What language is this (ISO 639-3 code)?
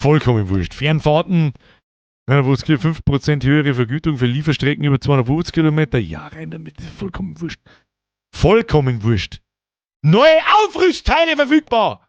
bar